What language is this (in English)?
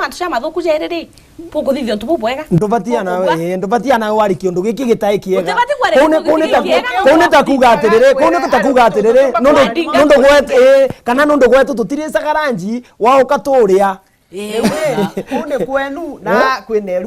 Meru